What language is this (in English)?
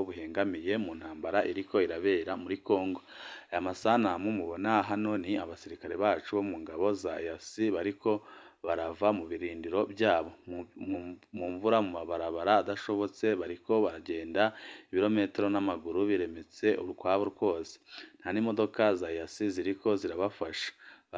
Rundi